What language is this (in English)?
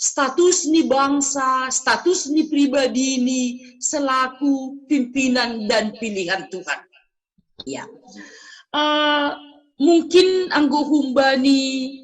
Batak Simalungun